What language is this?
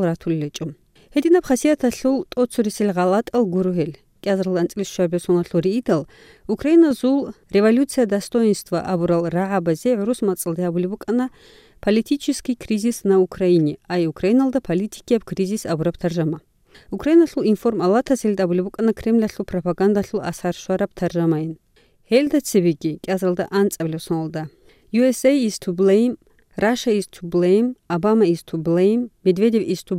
Avaric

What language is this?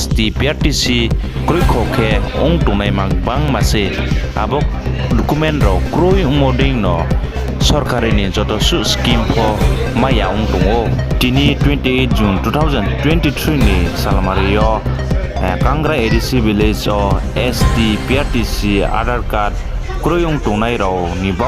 Riang (India)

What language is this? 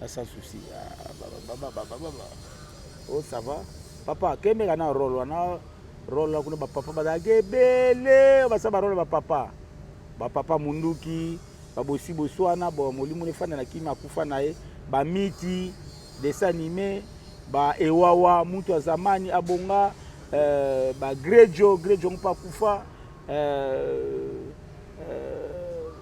Lingala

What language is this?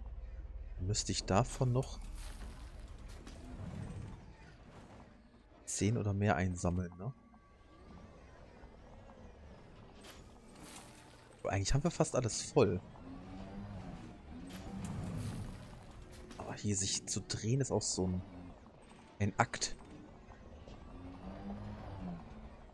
German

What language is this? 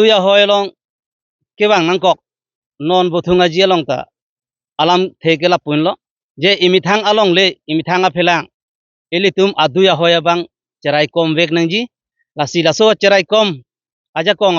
Karbi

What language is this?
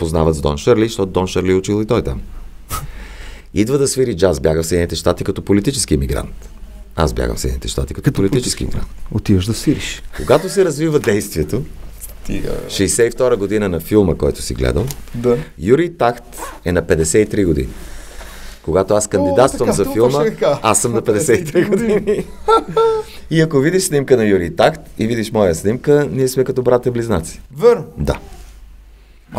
Bulgarian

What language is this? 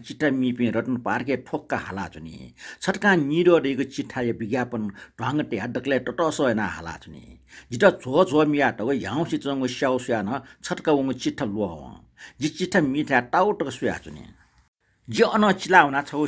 Newari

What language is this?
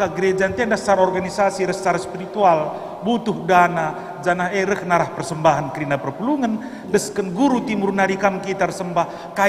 Batak Karo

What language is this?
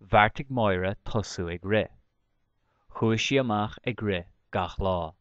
Irish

